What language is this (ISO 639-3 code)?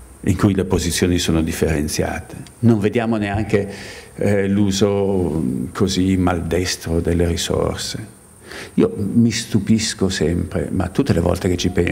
ita